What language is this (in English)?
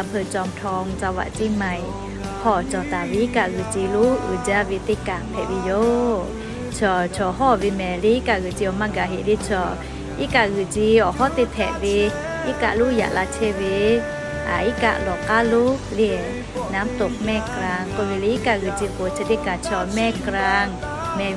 Lahu